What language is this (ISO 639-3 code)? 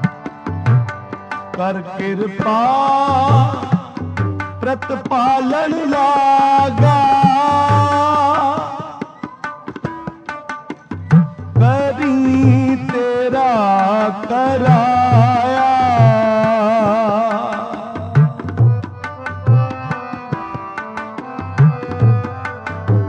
pan